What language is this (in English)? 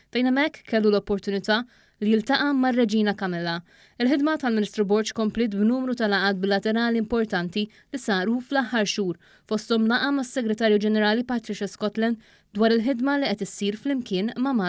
Maltese